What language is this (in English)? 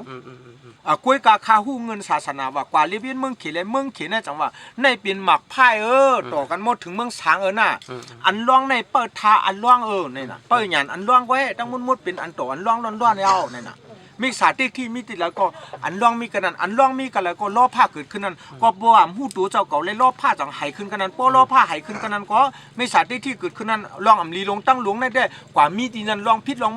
Shan